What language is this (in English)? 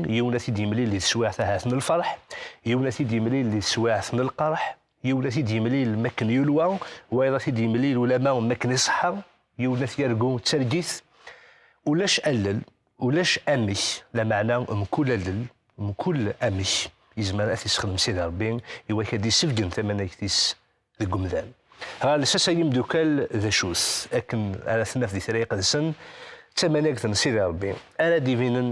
Kabyle